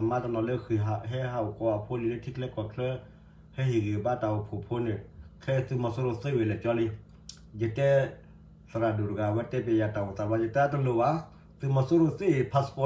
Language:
S'gaw Karen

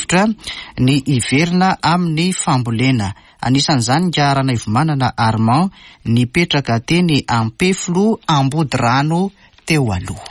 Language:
Malagasy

